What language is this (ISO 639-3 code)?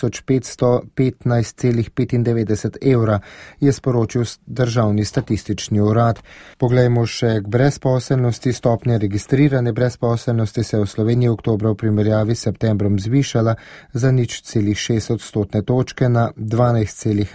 slv